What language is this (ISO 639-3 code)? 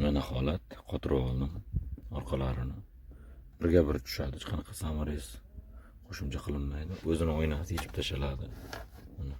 uzb